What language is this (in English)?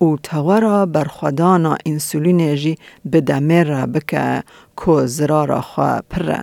Kurdish